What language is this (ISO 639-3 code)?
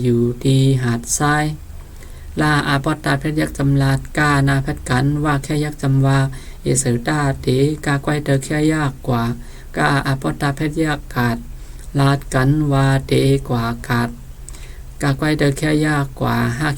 shn